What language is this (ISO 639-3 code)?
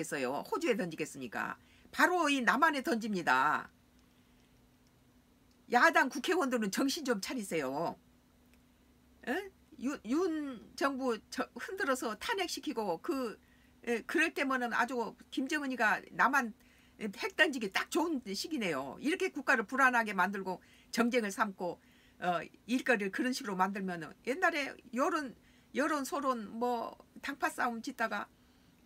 kor